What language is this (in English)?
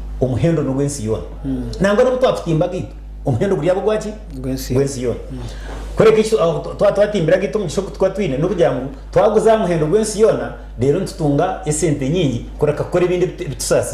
Nyankole